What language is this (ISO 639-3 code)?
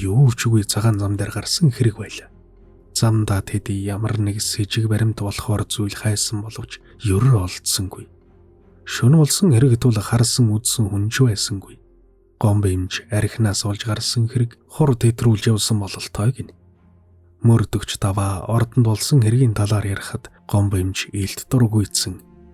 mon